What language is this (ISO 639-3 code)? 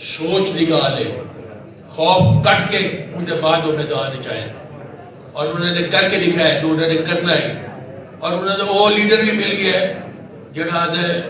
skr